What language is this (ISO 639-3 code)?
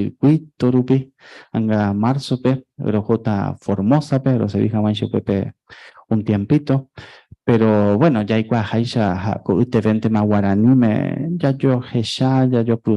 grn